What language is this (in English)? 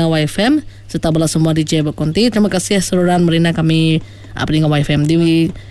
Iban